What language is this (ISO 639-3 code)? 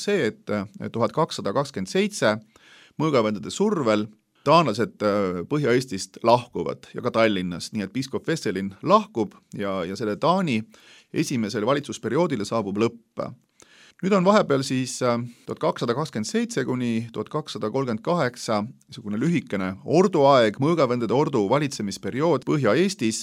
est